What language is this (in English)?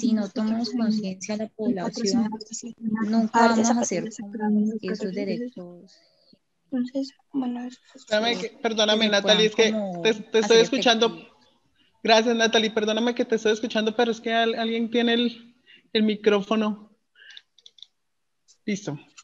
Spanish